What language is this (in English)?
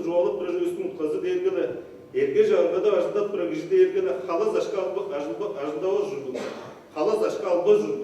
Tuvinian